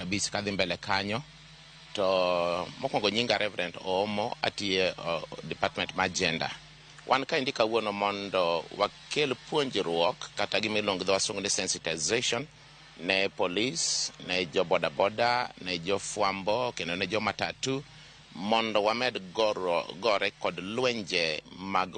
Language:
Luo (Kenya and Tanzania)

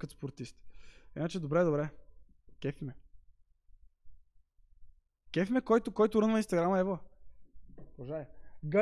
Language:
Bulgarian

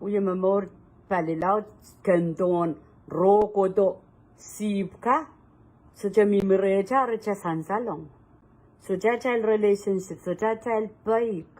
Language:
Pohnpeian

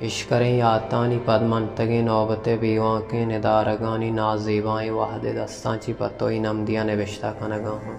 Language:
Baluchi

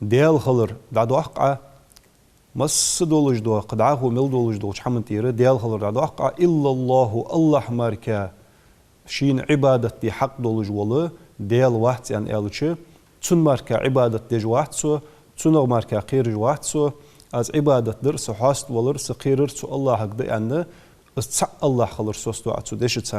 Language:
Ingush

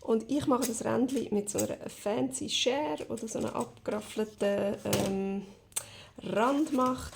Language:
Swiss German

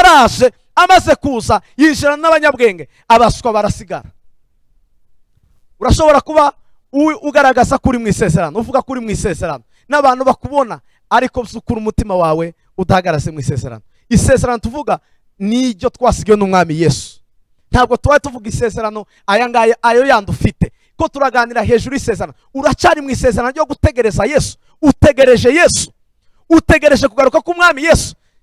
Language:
Kinyarwanda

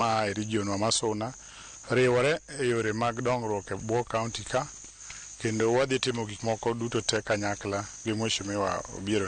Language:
Luo (Kenya and Tanzania)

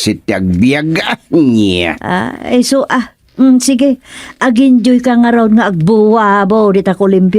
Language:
Iloko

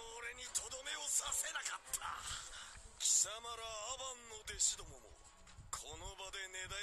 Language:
Japanese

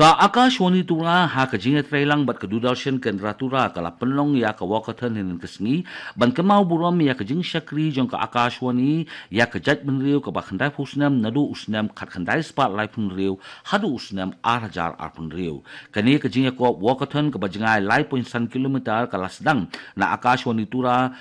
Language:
Khasi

